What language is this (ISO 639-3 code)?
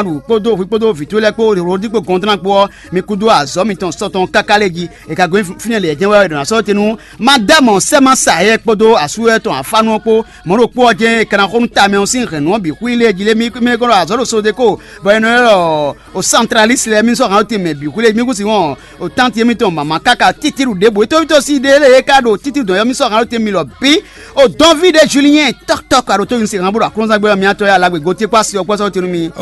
fon